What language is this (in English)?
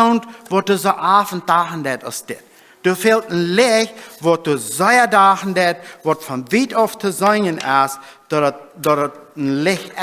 Plautdietsch